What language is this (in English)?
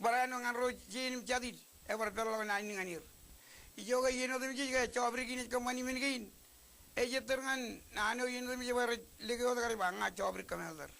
Marshallese